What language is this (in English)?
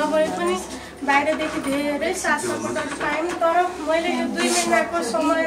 Nepali